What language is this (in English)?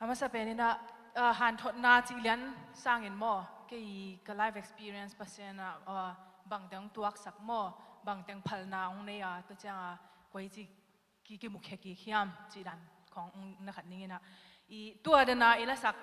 Tedim Chin